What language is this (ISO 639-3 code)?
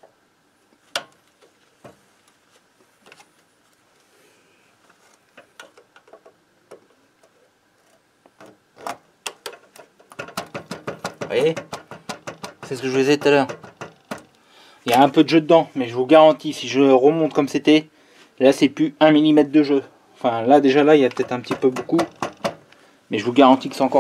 fra